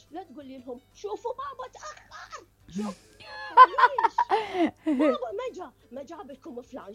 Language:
Mesopotamian Arabic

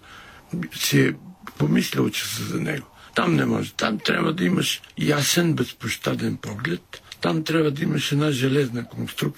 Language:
Bulgarian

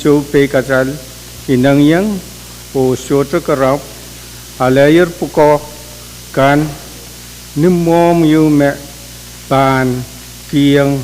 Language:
Pohnpeian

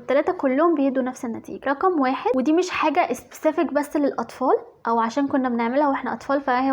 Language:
Egyptian Arabic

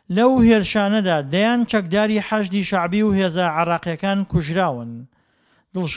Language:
Central Kurdish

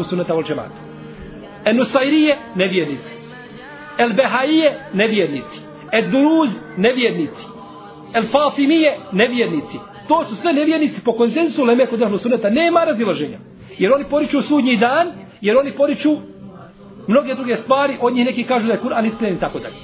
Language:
Bosnian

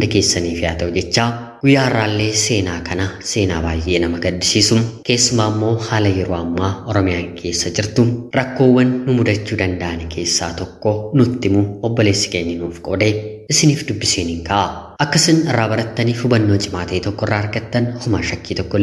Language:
Oromo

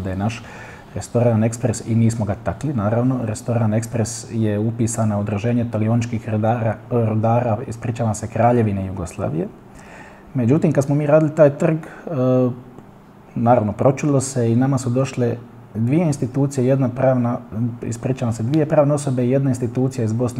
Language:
Bosnian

